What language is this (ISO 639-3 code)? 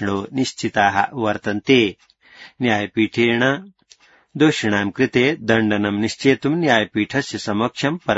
san